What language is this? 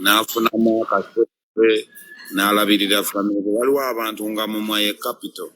Ganda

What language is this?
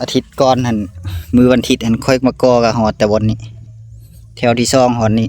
Lao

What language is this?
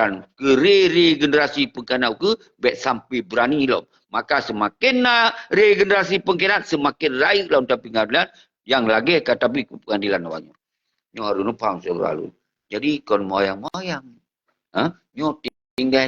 Achinese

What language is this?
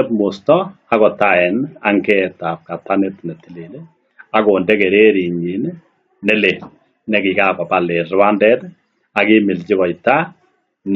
Kalenjin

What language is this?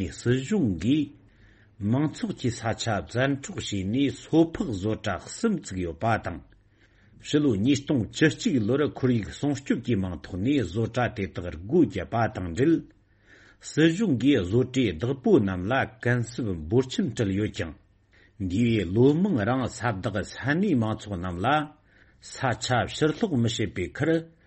Tibetan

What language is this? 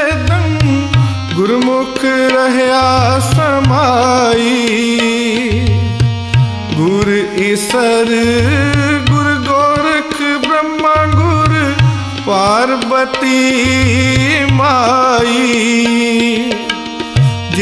Punjabi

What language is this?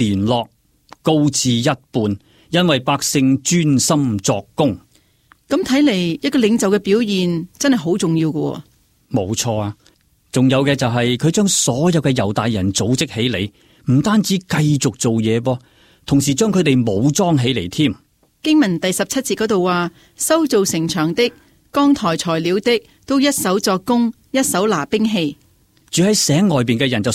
Cantonese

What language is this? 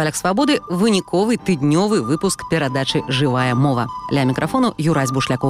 Belarusian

